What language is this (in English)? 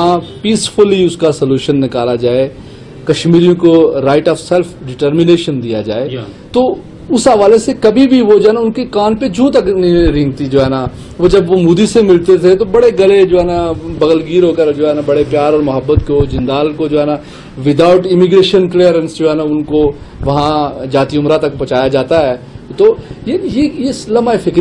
Urdu